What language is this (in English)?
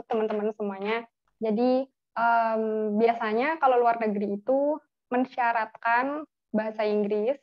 Indonesian